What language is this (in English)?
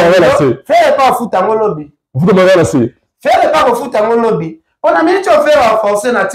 Lingala